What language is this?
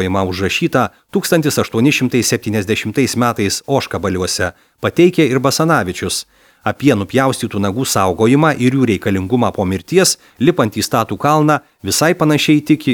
Lithuanian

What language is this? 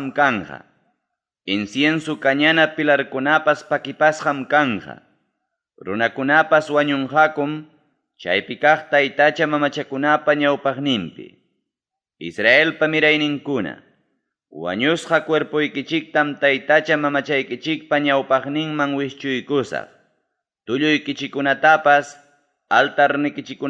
Ayacucho Quechua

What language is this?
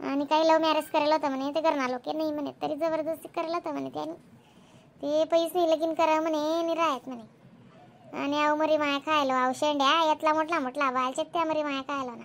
Khandesi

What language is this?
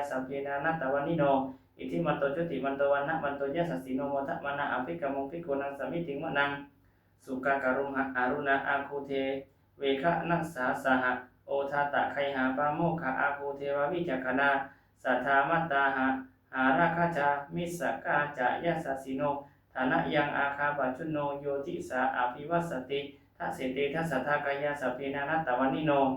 Pali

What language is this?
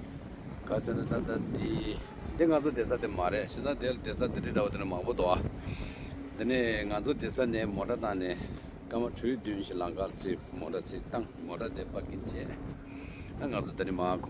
Tibetan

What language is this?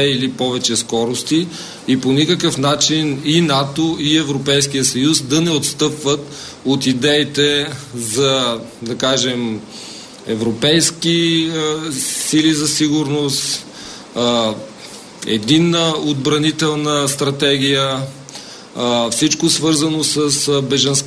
Bulgarian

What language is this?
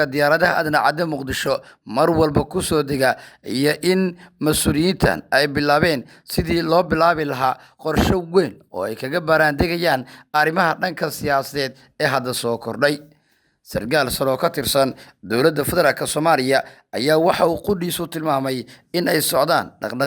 Somali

